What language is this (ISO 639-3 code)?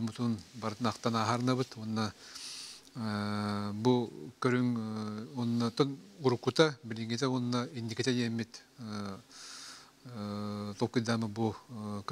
sah